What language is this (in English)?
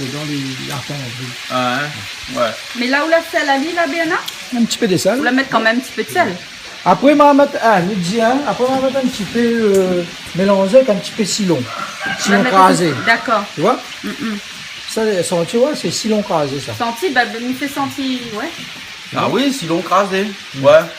Réunion Creole French